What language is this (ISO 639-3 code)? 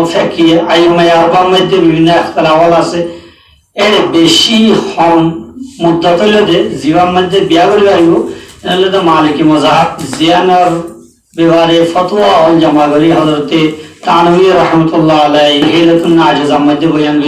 rhg